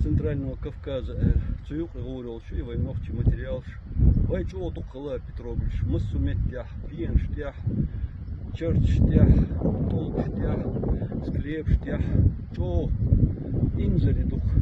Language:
Chechen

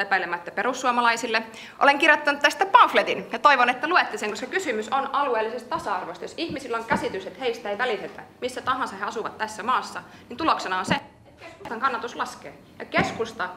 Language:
Finnish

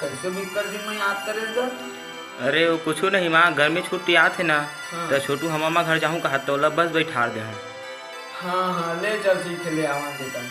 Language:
Chhattisgarhi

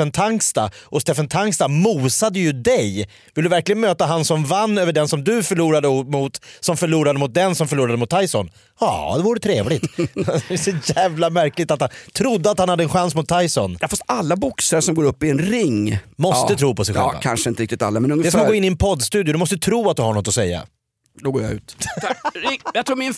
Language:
Swedish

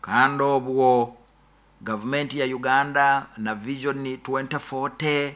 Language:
Nyoro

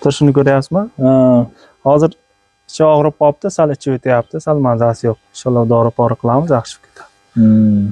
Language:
Uzbek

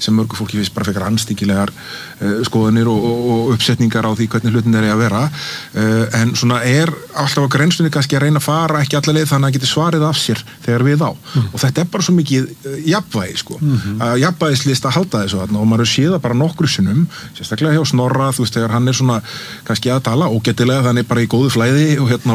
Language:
Icelandic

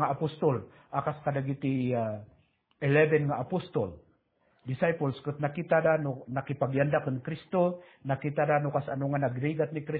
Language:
Iloko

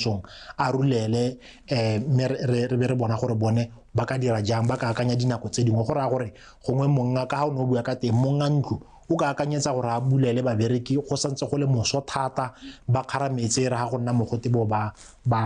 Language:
Tswana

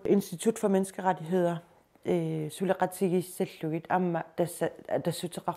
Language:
Kalaallisut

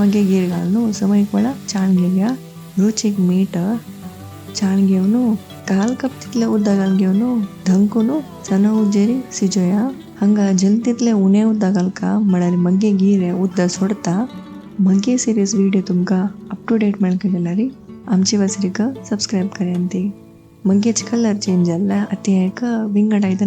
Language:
Konkani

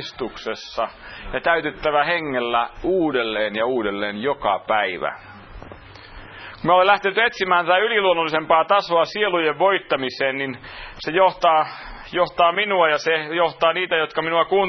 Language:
Finnish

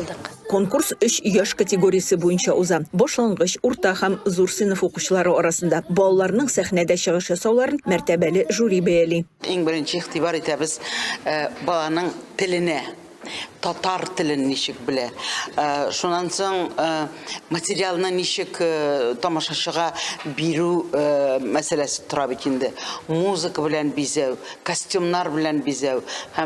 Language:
Tatar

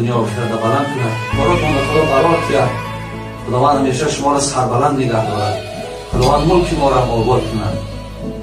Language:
Tajik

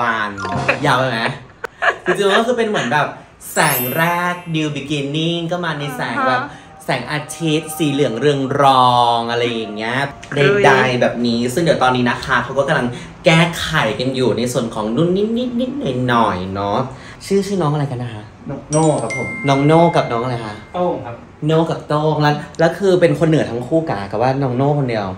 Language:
Thai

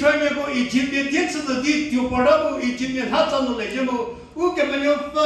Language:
Angami Naga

